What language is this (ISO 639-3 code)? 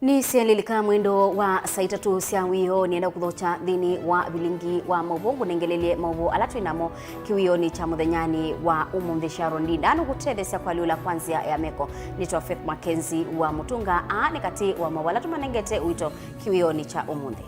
kam